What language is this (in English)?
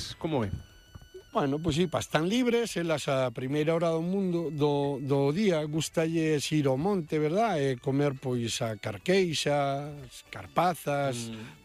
Galician